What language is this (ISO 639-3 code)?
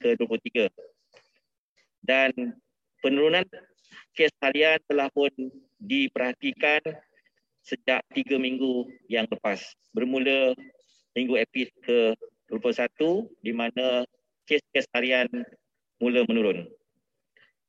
msa